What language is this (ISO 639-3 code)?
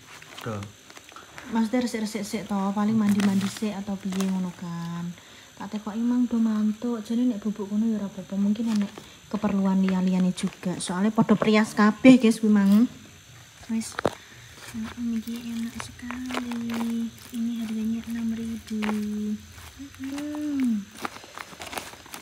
jav